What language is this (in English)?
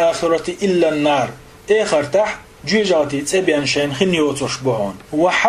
Chechen